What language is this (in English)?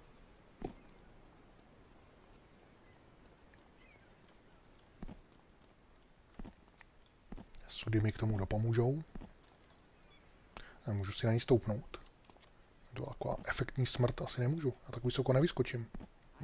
Czech